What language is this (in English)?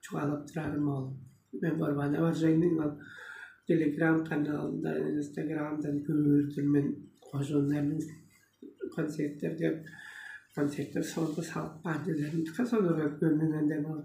Tuvinian